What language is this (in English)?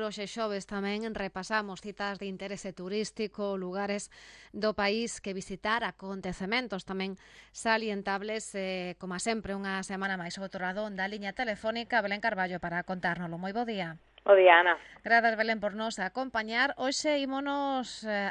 Galician